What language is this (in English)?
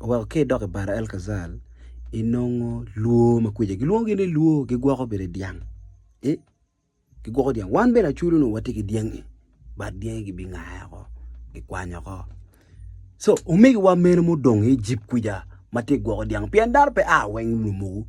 Acoli